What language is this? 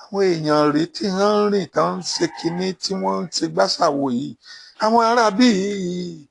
Yoruba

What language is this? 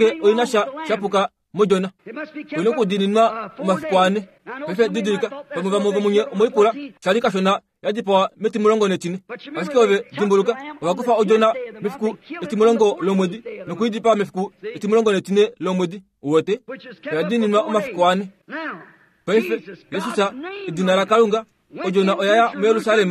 Kuanyama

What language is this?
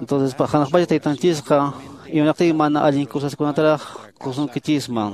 Quechua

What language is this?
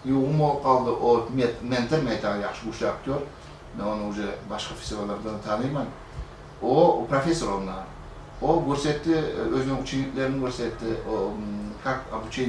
Kumyk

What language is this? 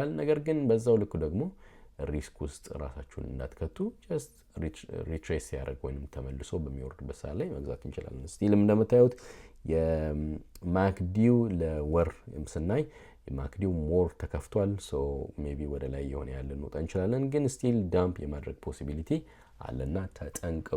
Amharic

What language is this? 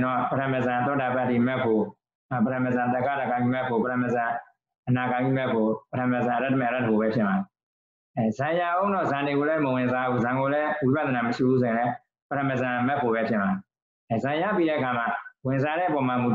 Burmese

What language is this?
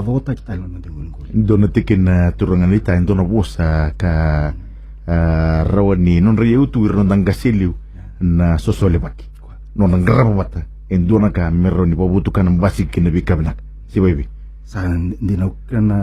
Fijian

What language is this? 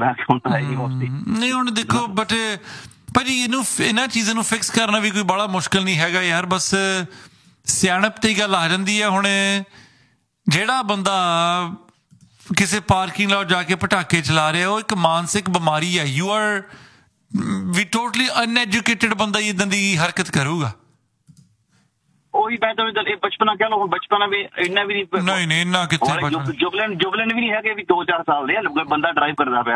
Punjabi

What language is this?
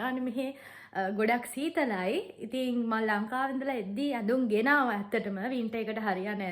Sinhala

